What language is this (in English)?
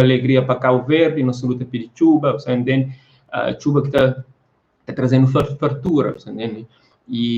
Kabuverdianu